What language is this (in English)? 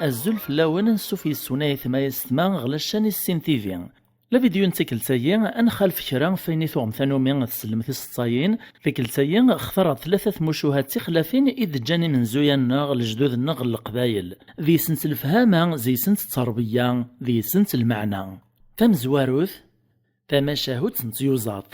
Kabyle